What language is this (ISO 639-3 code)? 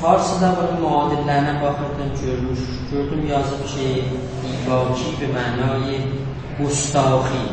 azb